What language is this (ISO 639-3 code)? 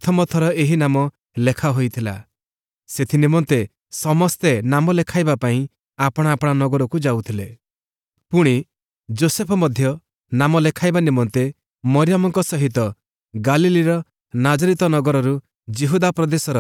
ori